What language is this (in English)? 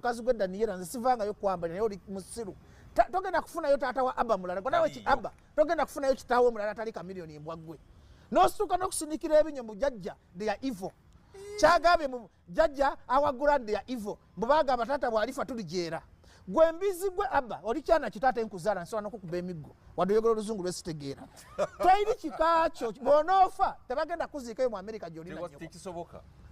Ganda